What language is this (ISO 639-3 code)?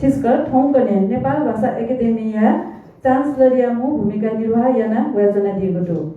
new